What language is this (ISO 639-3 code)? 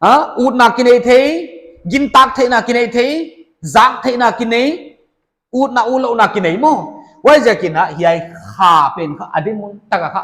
pck